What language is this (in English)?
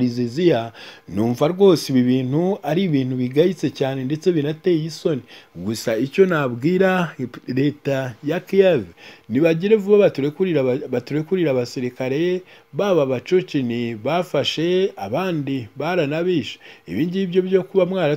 Kinyarwanda